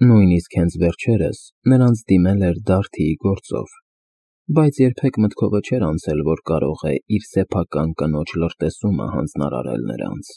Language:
Armenian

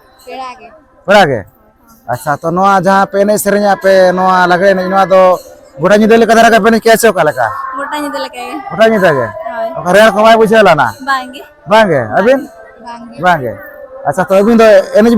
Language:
Santali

